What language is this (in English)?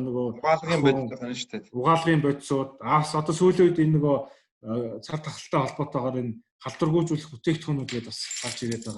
Mongolian